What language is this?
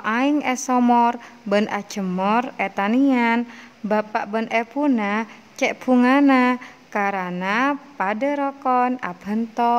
Madurese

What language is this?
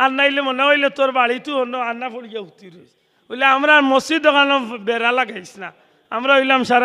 Sylheti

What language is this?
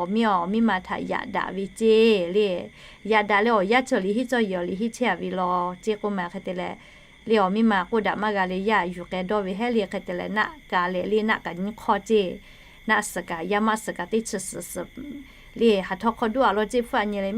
Lahu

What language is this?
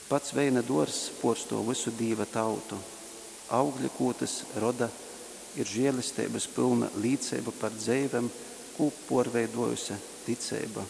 Latgalian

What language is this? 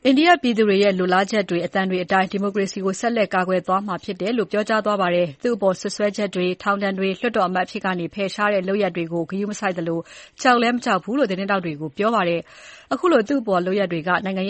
Burmese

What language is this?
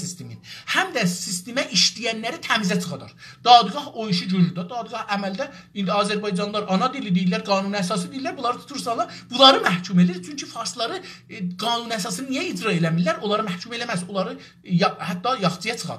South Azerbaijani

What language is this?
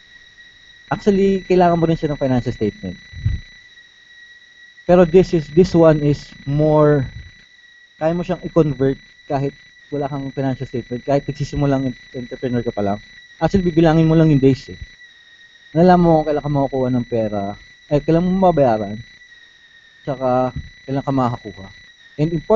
Filipino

